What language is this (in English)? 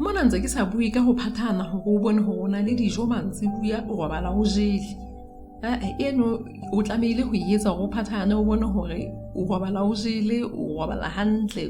Southern Sotho